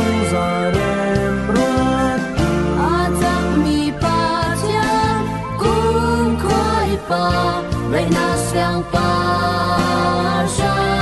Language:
Falam Chin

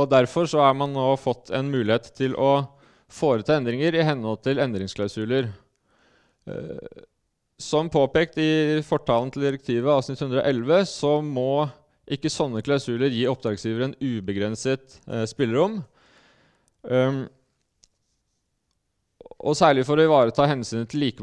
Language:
Norwegian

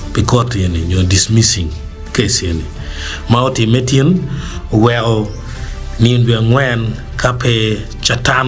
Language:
Acoli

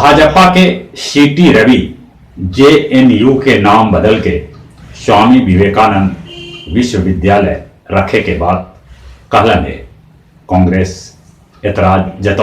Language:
Magahi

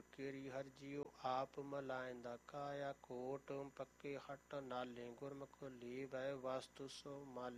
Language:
Punjabi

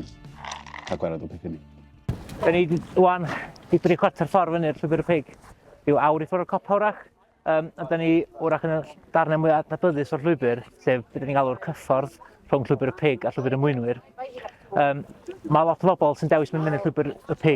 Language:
Welsh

